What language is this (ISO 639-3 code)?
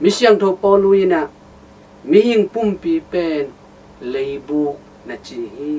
ctd